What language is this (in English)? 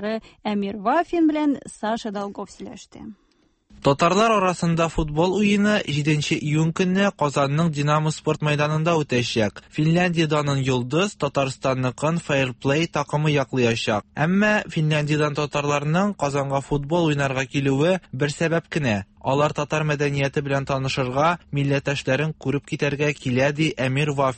Tatar